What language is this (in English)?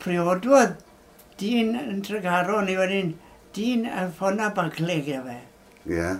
Welsh